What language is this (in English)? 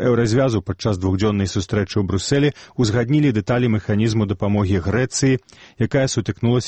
Belarusian